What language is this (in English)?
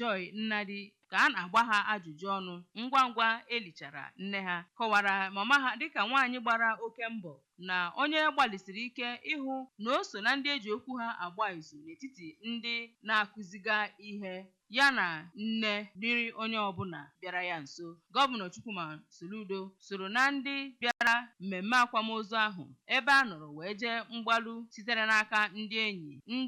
Igbo